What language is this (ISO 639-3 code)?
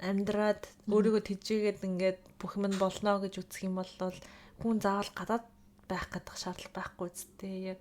mon